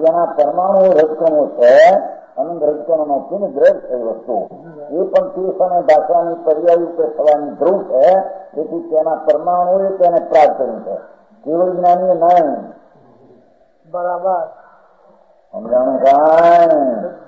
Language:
Gujarati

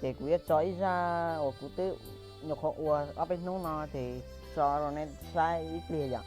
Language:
Hmong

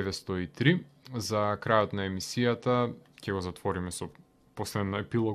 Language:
Macedonian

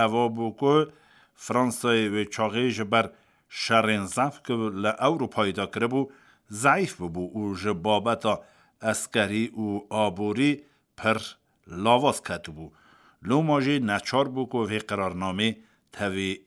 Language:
Kurdish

